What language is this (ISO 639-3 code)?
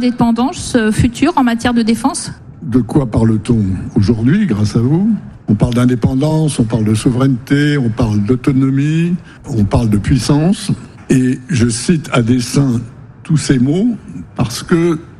fra